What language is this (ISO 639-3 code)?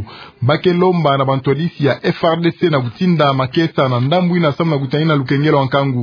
ktu